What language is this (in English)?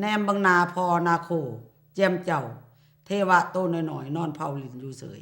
Lao